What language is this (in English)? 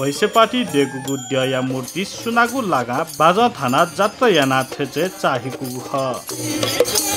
Newari